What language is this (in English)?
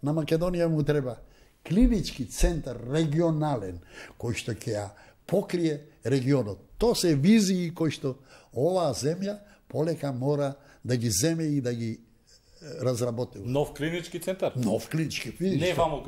Macedonian